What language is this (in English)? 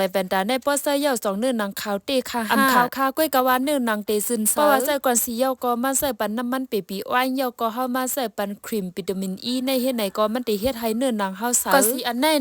Shan